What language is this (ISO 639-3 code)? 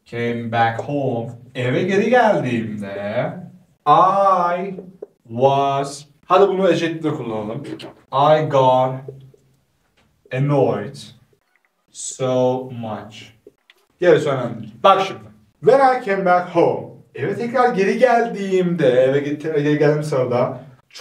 tur